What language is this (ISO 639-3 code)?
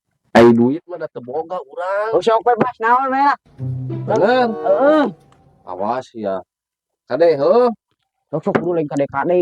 sun